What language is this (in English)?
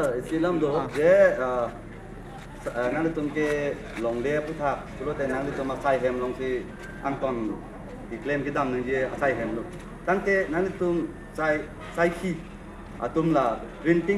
Karbi